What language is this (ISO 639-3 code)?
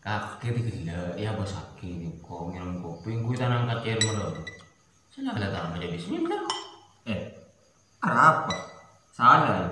mad